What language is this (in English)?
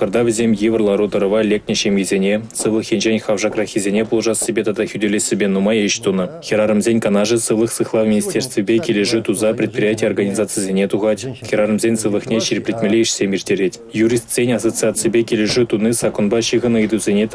Chuvash